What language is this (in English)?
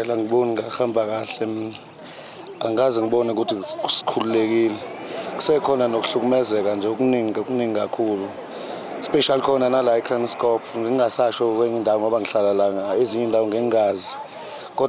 Zulu